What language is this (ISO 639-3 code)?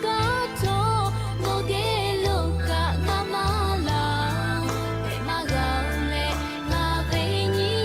lhu